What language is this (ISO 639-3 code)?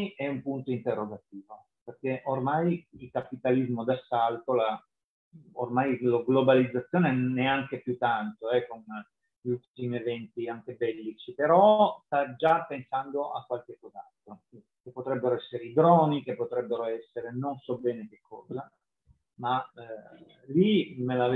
ita